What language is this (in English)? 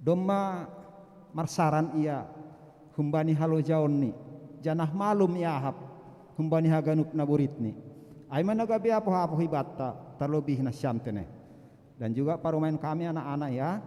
Batak Simalungun